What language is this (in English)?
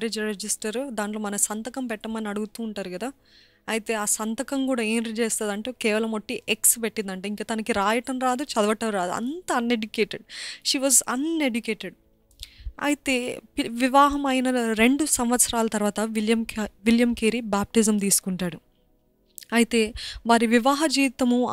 Telugu